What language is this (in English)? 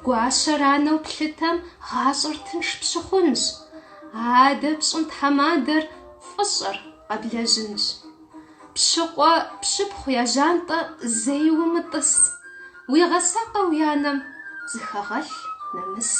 Kabardian